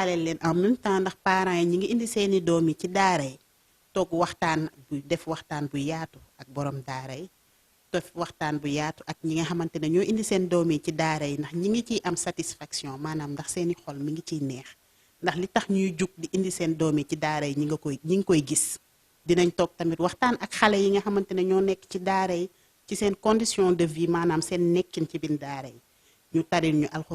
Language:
Wolof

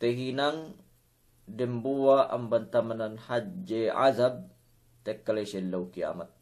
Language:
Yakan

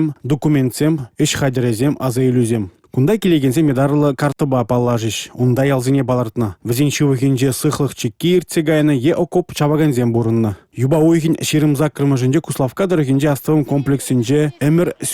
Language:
Chuvash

